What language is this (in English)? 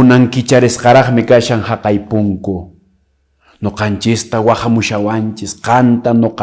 Quechua